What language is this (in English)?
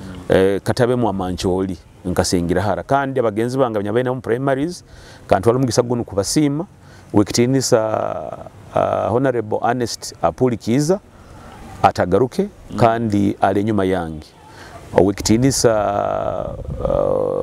Nyoro